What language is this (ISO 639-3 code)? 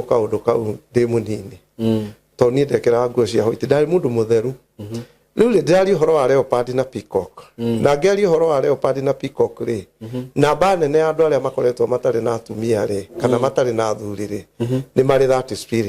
kik